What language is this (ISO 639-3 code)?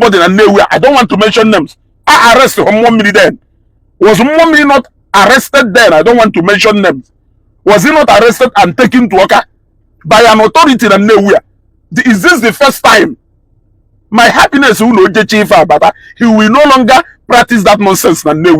ibo